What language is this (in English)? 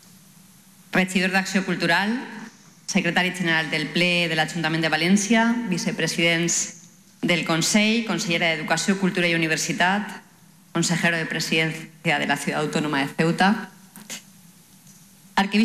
Catalan